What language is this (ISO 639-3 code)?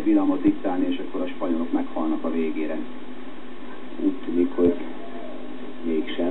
hun